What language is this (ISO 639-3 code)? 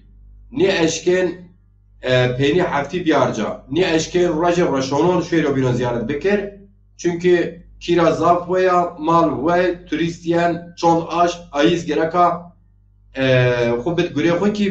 zza